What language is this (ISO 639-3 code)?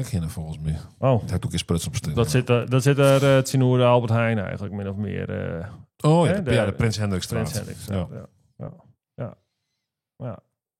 fry